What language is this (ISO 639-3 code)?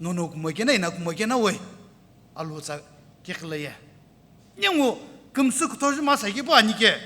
nsm